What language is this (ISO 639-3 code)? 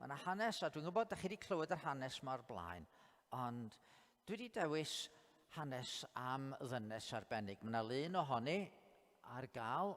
cym